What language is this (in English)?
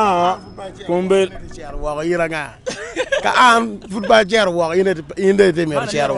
Acoli